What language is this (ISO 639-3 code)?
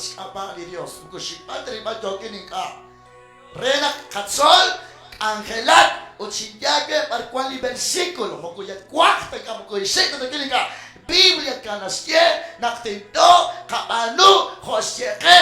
kek